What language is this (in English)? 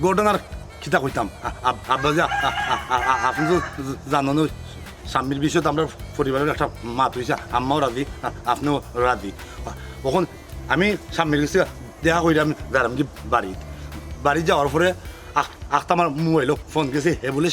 Sylheti